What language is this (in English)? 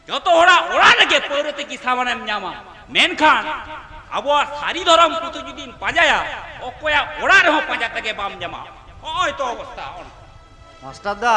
Santali